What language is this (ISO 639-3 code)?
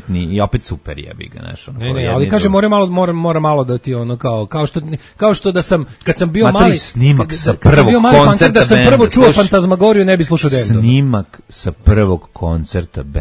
srp